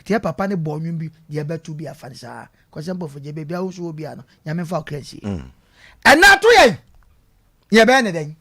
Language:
Akan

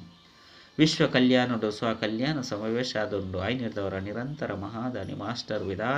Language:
Tulu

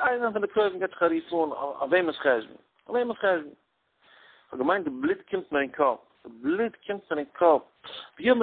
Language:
Yiddish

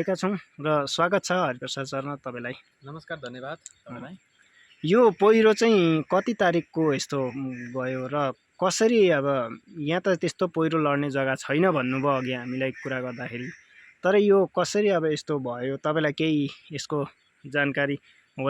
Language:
Nepali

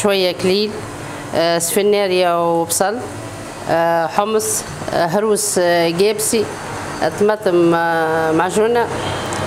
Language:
Tunisian Arabic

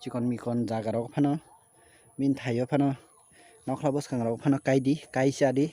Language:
Kok Borok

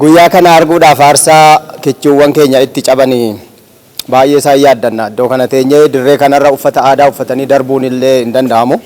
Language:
Oromo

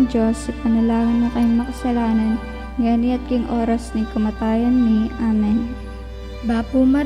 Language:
Pampanga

